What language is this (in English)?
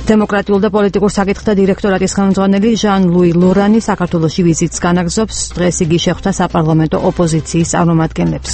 Georgian